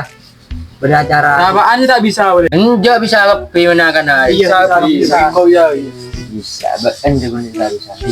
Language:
Madurese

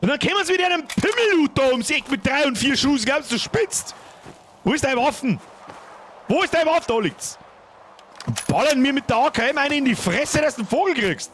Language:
Bavarian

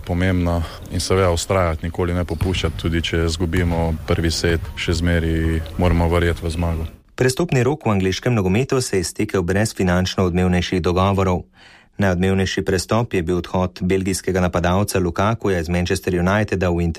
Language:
Slovenian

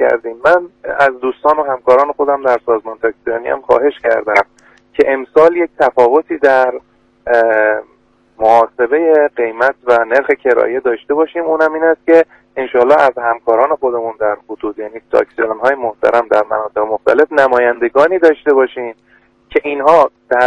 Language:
Persian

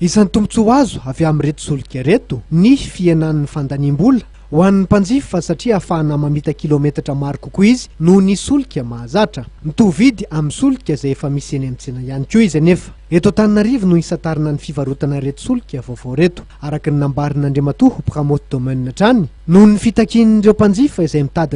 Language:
Malagasy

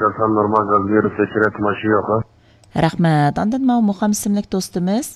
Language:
Uyghur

